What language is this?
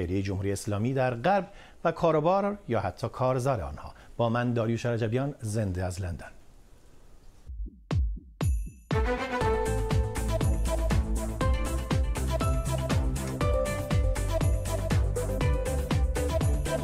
Persian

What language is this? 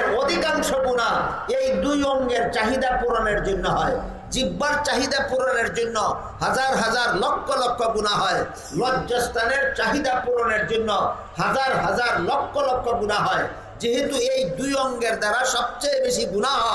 Bangla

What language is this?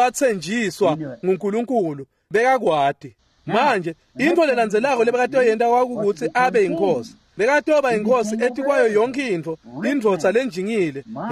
Swati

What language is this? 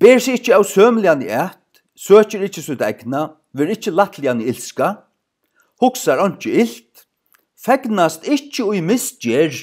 Faroese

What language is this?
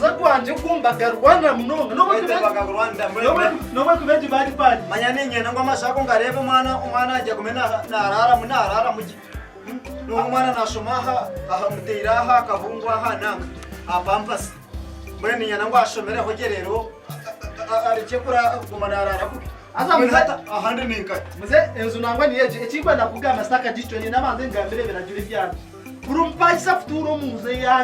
Nyankole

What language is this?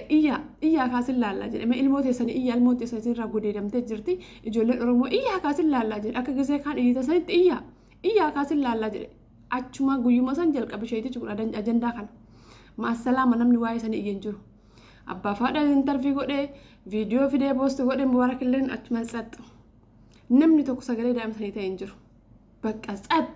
Oromo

